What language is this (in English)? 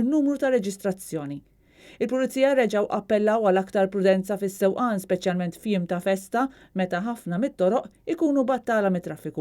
Maltese